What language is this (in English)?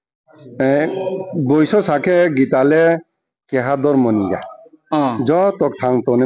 Riang (India)